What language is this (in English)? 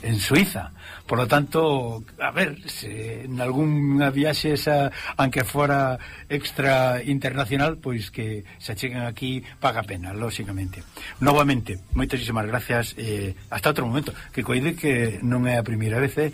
Galician